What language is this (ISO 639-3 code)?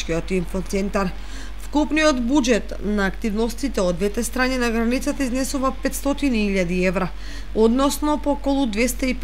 mkd